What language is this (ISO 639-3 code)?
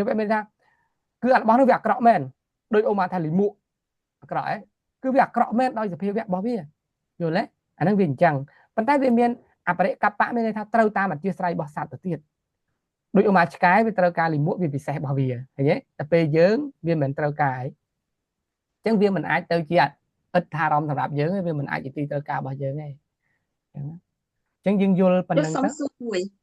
khm